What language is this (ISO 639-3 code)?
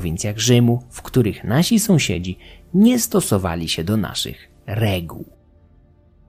pol